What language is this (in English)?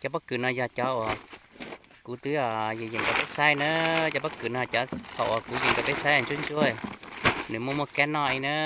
Hmong